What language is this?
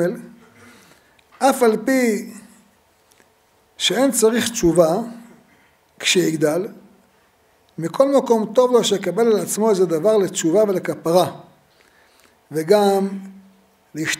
Hebrew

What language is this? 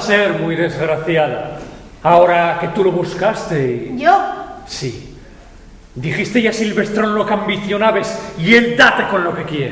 Asturian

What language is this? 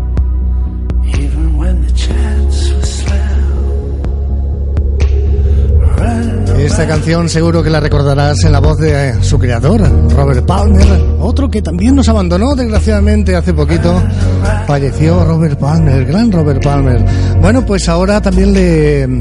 Spanish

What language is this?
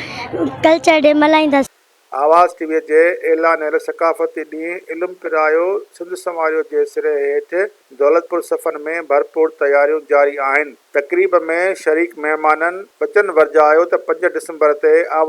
Sindhi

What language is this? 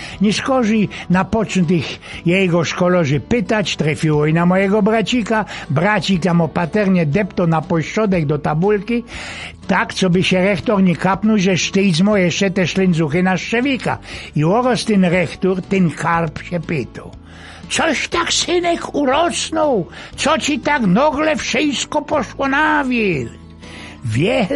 Silesian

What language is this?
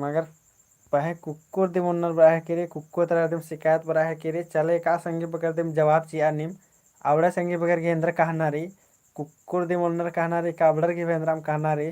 Kurukh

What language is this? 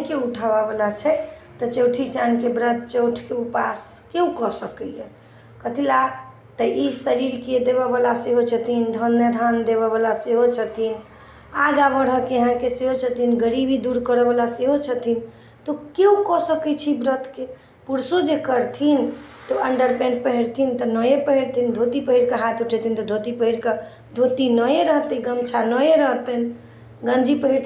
Maithili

